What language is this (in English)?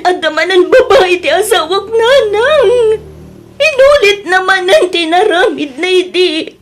Iloko